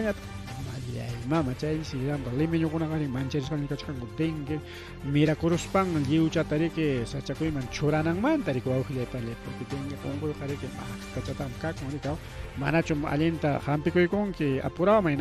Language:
Ayacucho Quechua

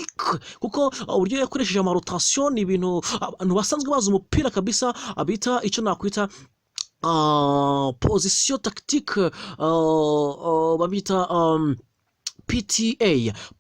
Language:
Kinyarwanda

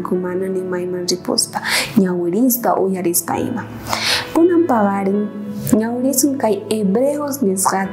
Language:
South Bolivian Quechua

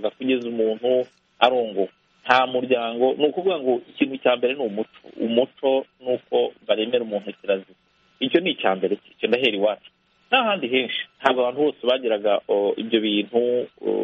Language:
Kinyarwanda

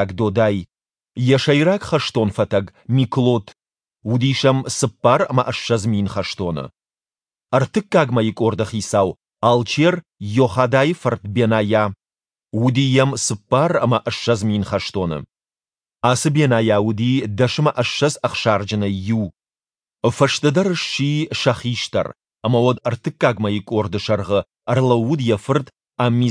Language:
Ossetic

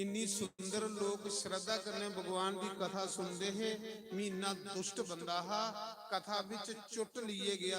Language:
Dogri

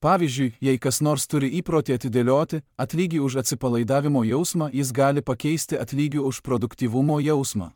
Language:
Lithuanian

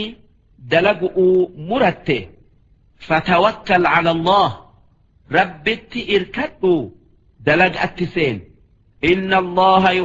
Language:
Oromo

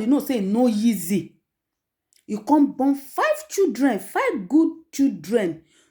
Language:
Nigerian Pidgin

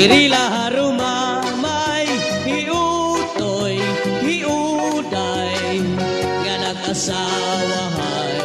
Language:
Waray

